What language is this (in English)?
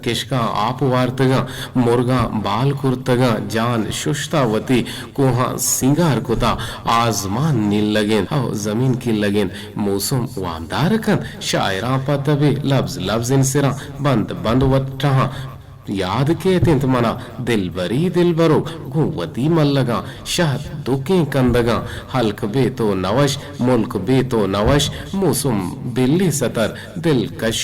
Eastern Balochi